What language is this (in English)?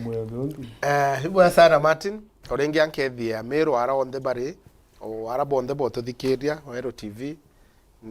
Meru